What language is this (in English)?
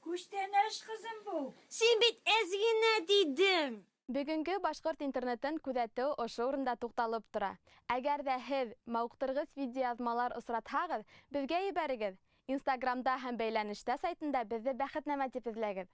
Bashkir